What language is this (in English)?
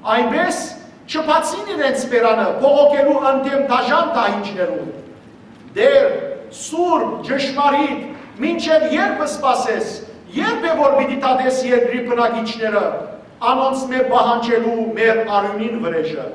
Western Armenian